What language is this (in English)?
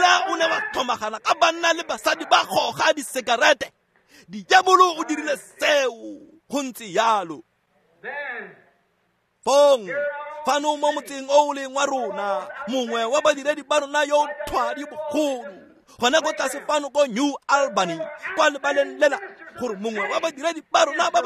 Tswana